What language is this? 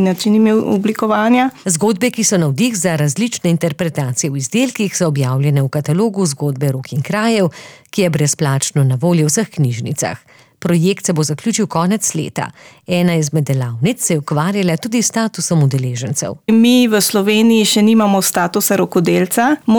Slovenian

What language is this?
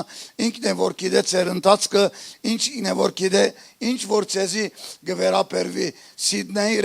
Western Armenian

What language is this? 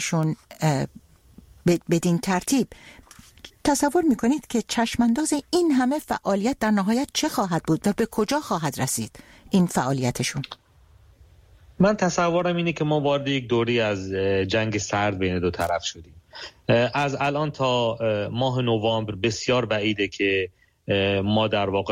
Persian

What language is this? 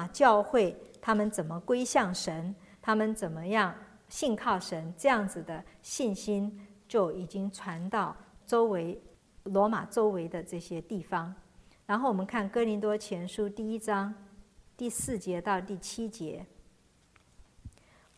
Chinese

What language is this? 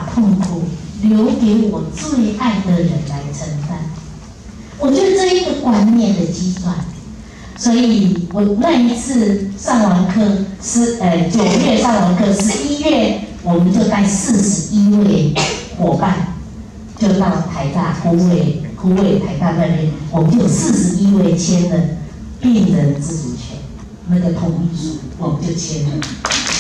Chinese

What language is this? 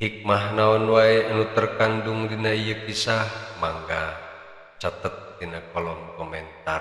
Sundanese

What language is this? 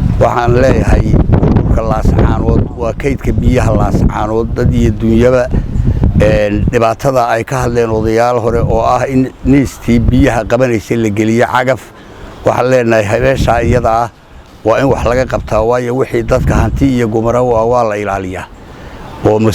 Somali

